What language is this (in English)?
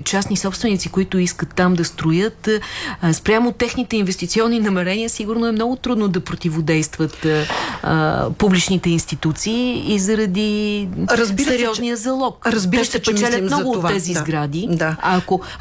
Bulgarian